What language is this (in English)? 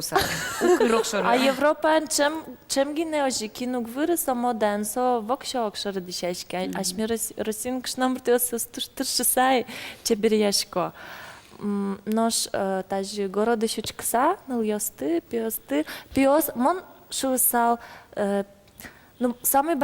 Udmurt